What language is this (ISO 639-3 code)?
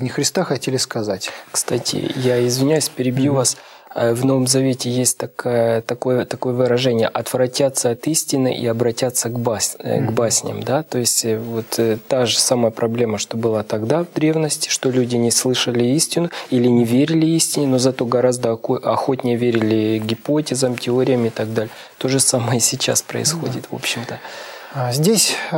rus